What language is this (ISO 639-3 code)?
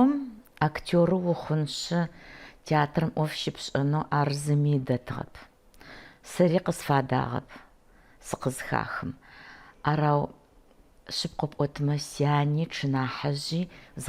ady